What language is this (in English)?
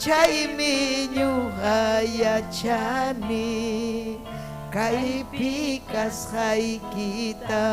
Ayacucho Quechua